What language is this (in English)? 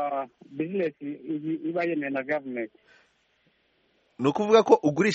Kinyarwanda